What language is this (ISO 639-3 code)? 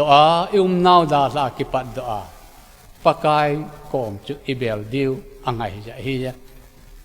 tcz